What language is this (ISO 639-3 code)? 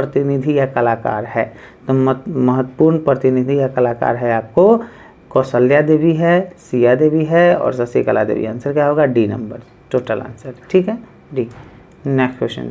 hin